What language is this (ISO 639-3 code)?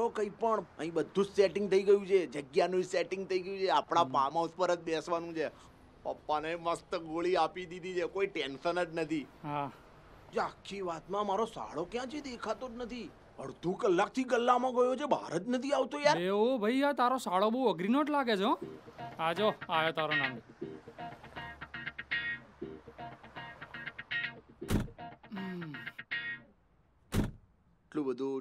guj